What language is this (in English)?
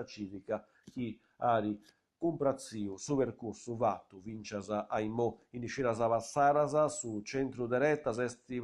Sardinian